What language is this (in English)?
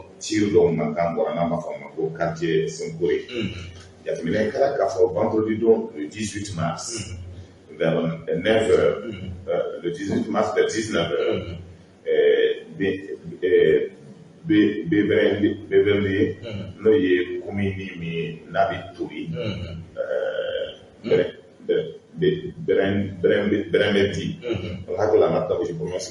Bambara